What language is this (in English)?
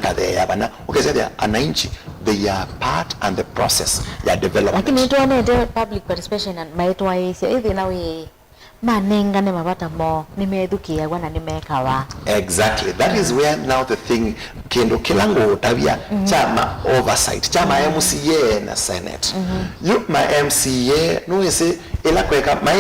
Kamba